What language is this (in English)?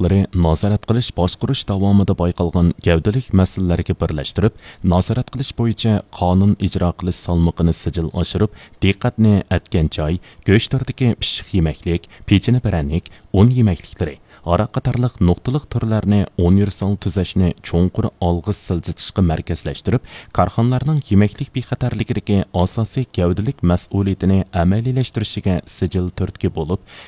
Uyghur